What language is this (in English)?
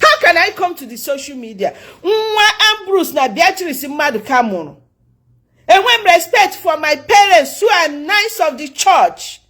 Igbo